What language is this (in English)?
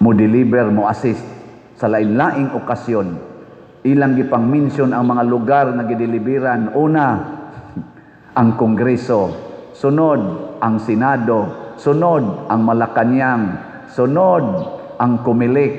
Cebuano